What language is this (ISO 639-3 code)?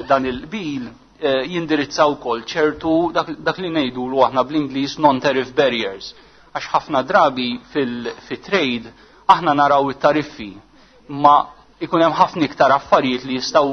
mlt